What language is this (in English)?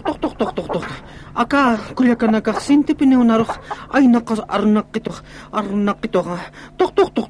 Aymara